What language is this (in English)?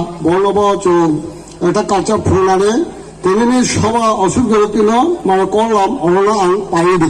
Riang (India)